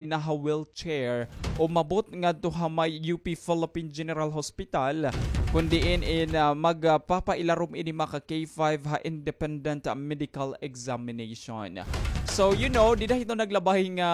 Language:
Waray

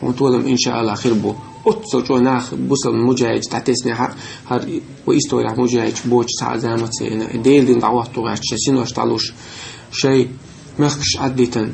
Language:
Chechen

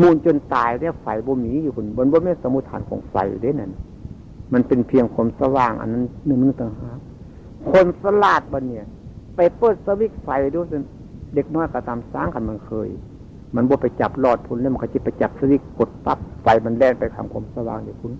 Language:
Northeastern Thai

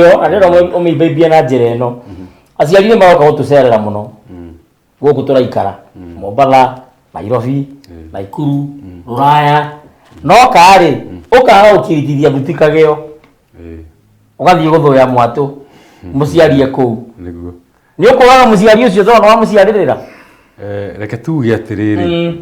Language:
Kikuyu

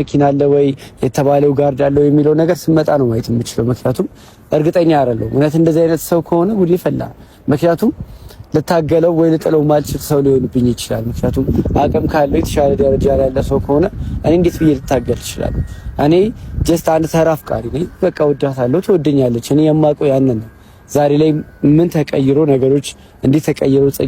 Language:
Amharic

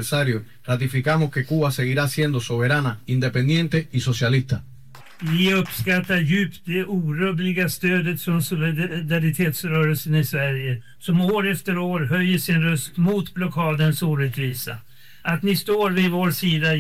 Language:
Swedish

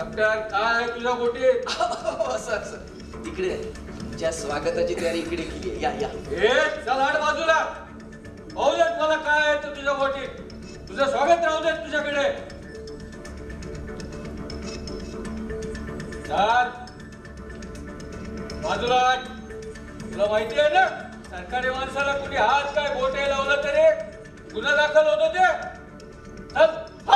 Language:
Marathi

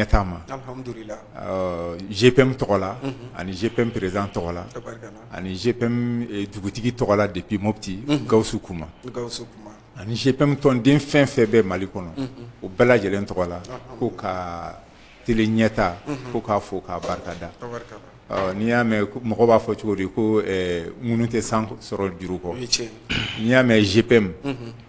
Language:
Bambara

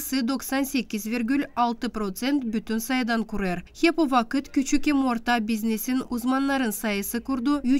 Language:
Gagauz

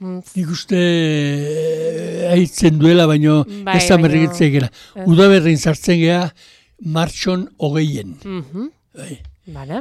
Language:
Basque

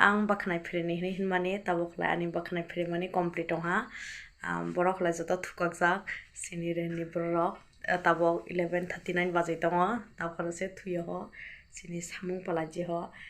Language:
Kok Borok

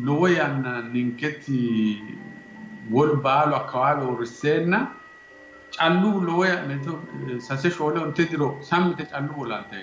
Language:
Sidamo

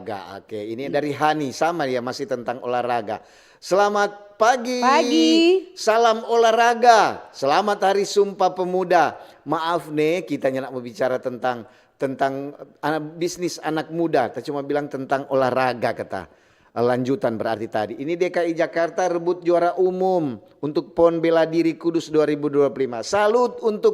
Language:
Manado Malay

